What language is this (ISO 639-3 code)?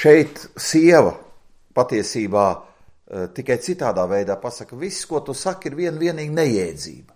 lav